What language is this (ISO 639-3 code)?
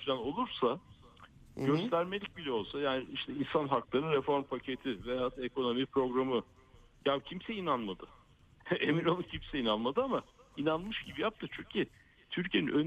tur